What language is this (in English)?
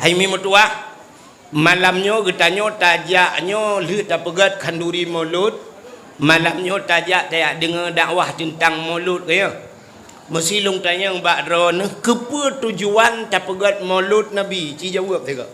Achinese